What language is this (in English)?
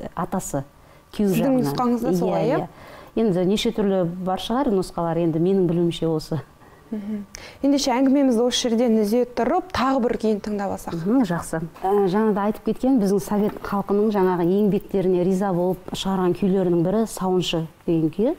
Kazakh